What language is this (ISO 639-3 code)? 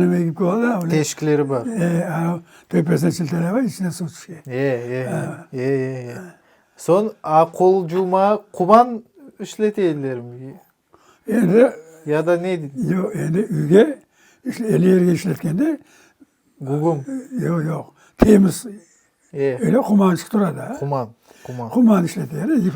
crh